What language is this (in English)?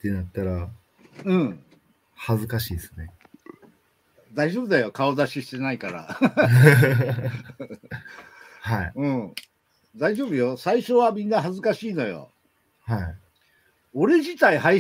Japanese